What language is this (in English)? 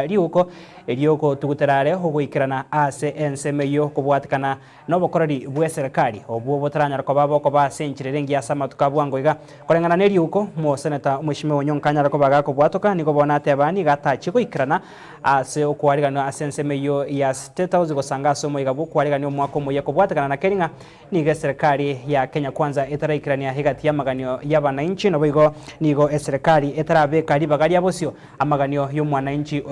Gusii